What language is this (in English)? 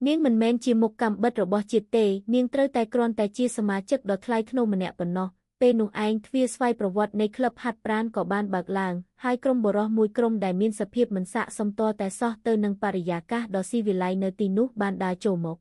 Khmer